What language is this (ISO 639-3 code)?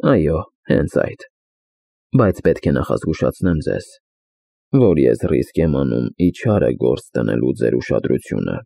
hye